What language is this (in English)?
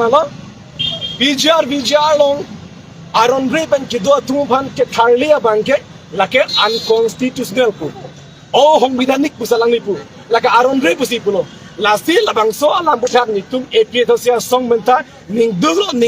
Karbi